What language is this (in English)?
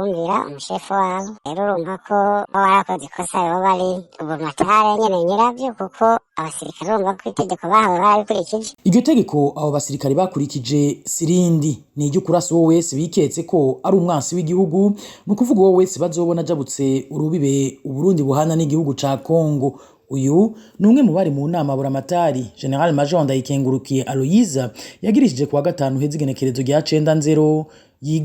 Rundi